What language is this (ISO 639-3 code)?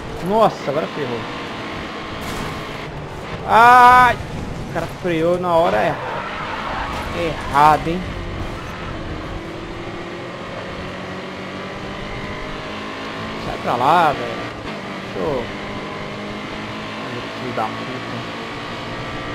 por